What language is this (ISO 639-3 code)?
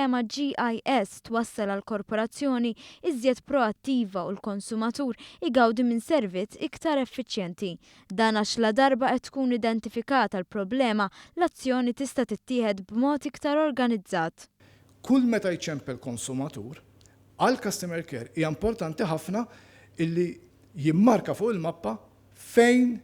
mlt